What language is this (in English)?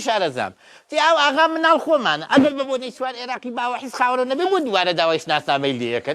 Central Kurdish